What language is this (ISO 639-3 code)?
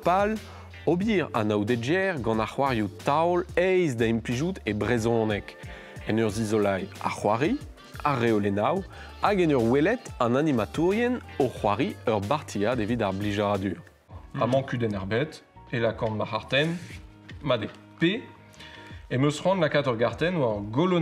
bre